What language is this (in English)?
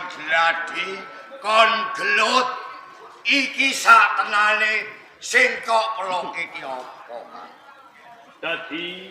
Javanese